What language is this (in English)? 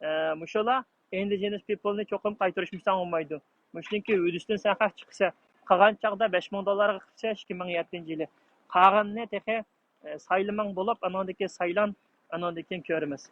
Uyghur